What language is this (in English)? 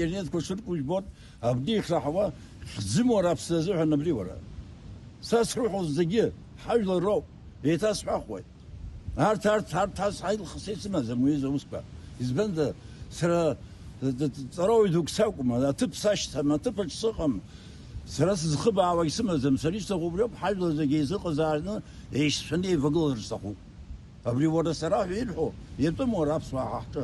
Abkhazian